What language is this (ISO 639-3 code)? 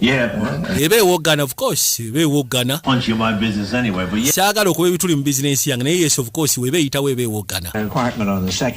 lug